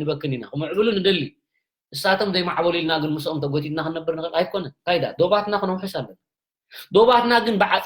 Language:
Tigrinya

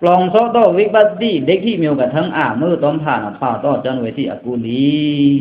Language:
Pa'o Karen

